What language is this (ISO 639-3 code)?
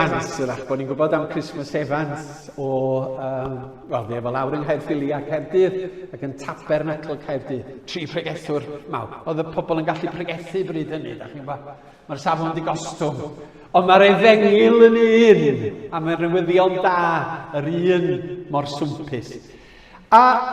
cym